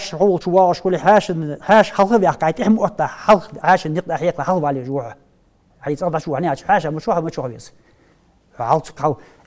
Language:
Ingush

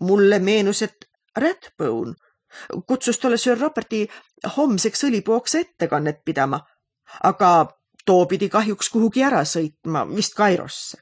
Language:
Estonian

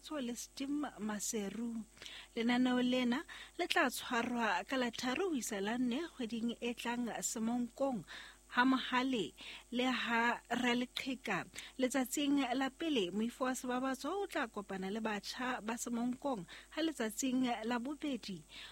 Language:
Southern Sotho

